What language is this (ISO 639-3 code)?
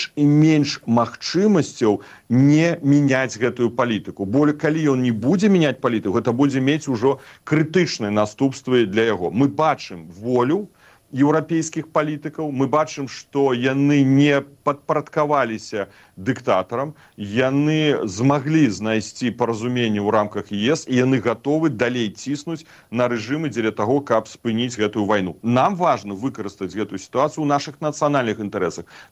bel